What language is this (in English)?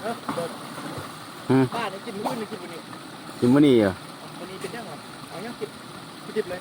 Lao